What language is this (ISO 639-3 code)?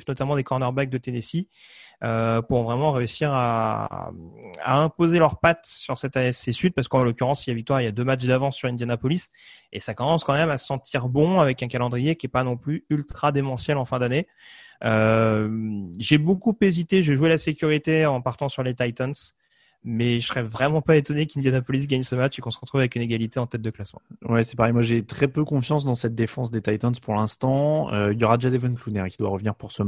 fra